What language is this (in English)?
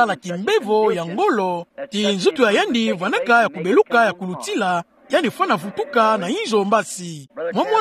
Kituba (Democratic Republic of Congo)